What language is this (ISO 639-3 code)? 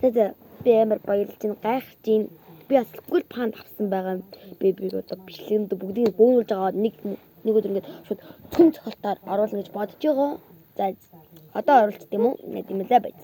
mon